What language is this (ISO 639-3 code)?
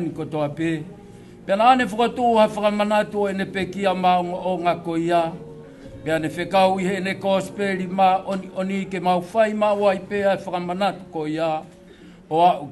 ton